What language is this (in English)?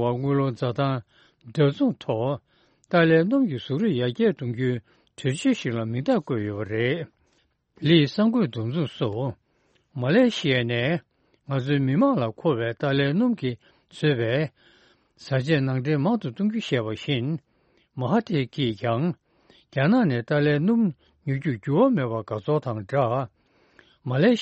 Tibetan